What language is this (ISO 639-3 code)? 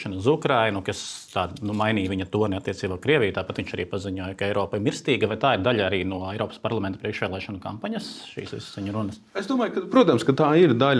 lav